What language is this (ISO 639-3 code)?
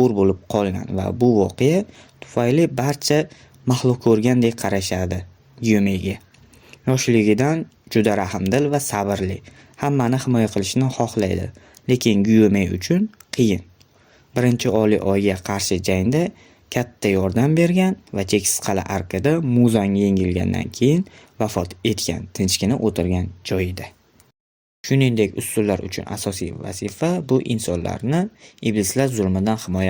uzb